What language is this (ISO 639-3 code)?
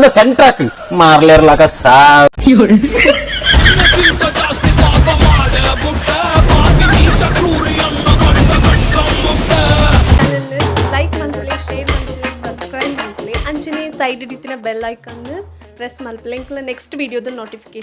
tcy